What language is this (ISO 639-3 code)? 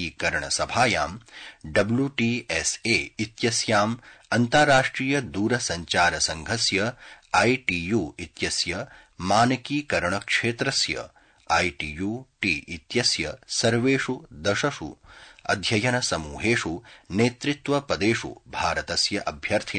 san